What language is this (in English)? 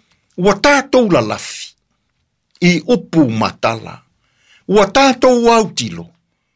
Samoan